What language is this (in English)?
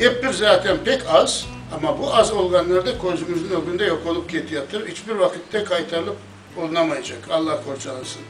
Crimean Tatar